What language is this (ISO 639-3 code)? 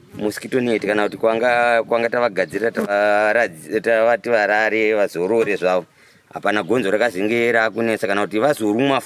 sna